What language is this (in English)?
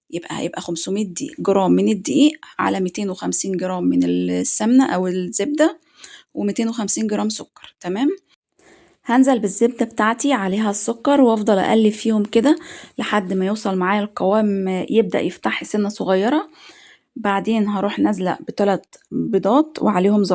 Egyptian Arabic